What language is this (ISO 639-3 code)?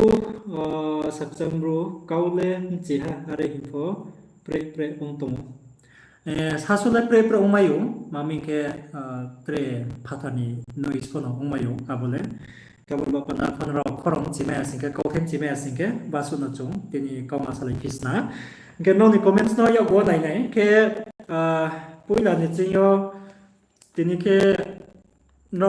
ria